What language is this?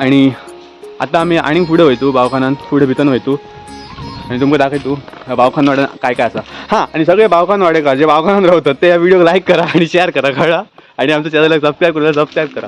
Konkani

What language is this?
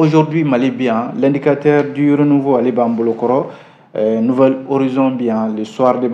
Bambara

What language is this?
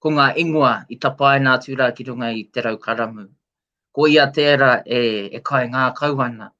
Māori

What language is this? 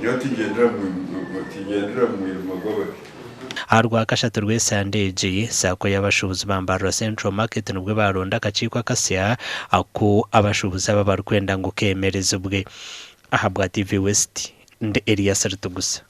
Nyankole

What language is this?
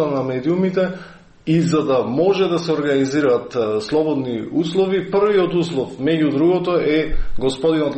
Macedonian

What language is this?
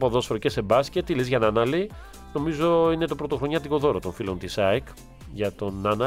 Greek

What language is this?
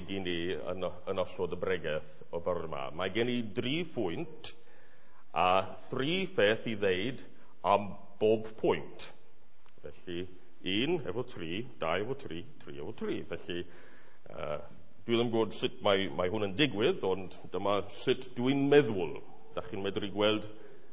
Welsh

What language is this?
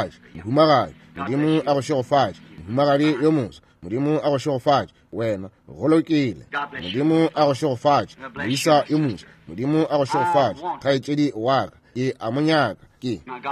Northern Sotho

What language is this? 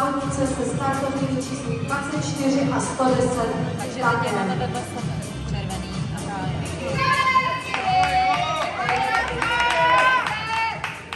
Czech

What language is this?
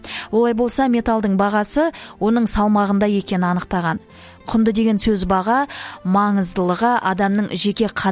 Kazakh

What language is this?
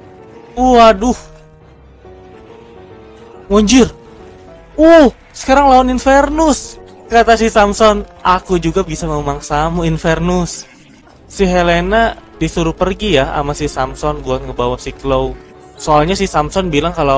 Indonesian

